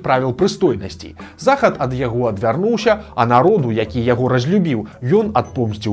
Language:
Belarusian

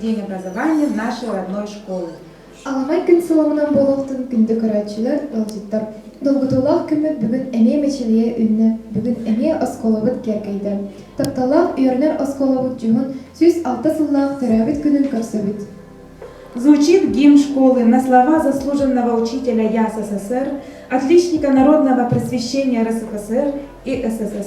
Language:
Yakut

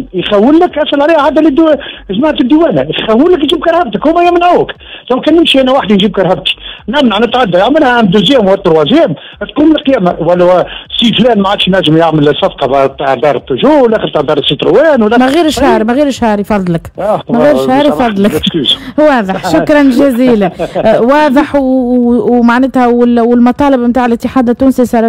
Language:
Tunisian Arabic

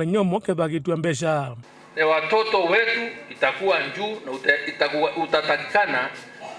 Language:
Meru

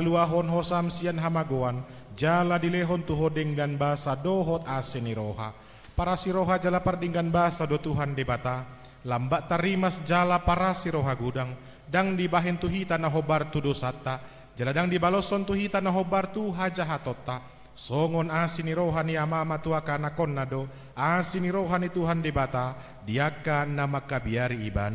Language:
Batak Toba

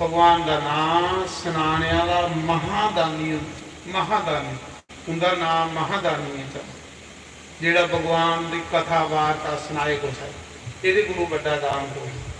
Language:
Dogri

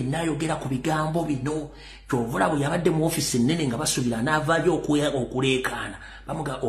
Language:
Ganda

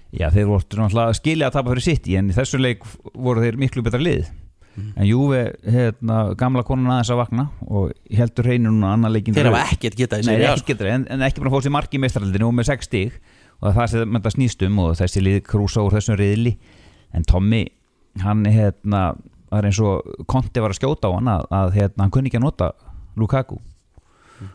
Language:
Icelandic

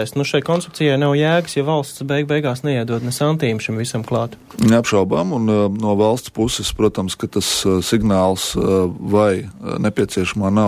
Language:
Latvian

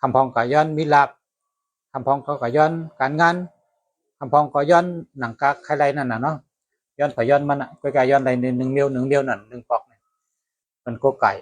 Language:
Shan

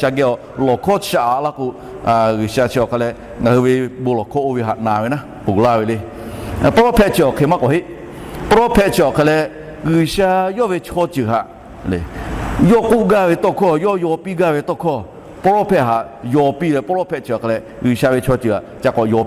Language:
Lahu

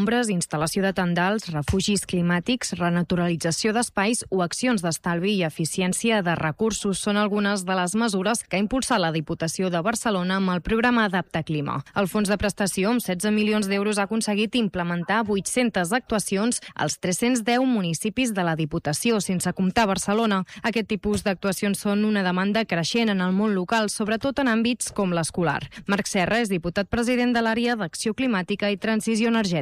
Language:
Catalan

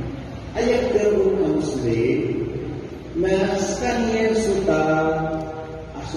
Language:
Maranao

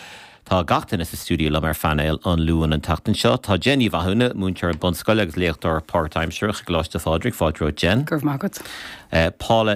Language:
Irish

